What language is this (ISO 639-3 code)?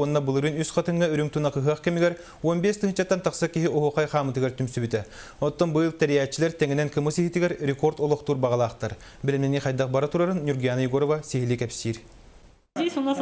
sah